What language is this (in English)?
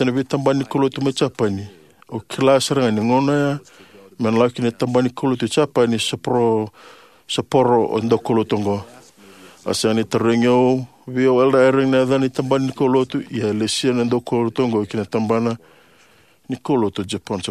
Fijian